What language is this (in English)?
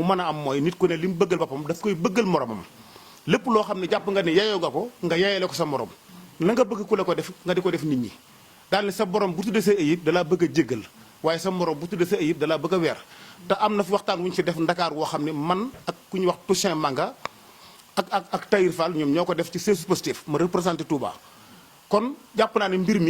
Wolof